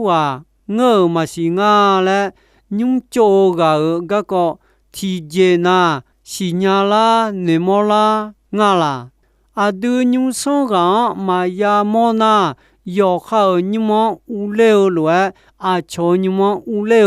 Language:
Akha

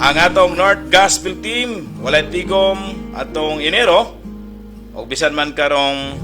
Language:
Cebuano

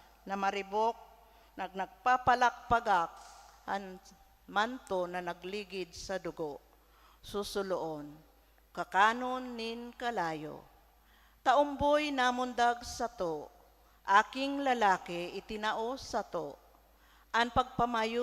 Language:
Bikol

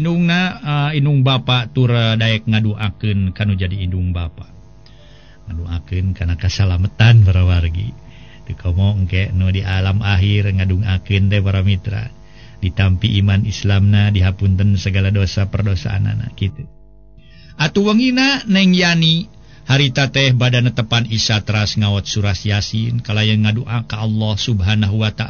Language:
Sundanese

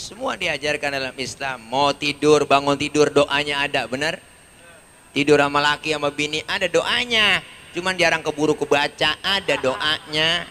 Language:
Betawi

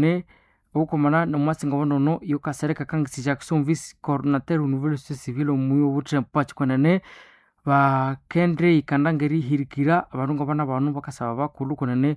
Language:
Nande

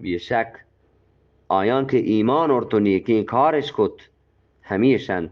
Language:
Eastern Balochi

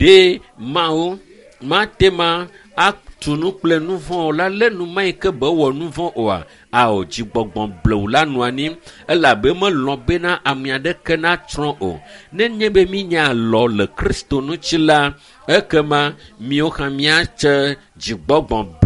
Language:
Ewe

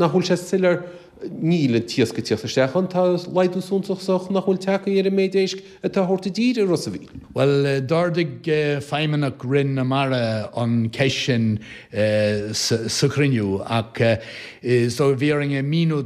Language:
Irish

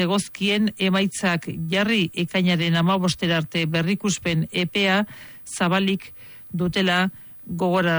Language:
Basque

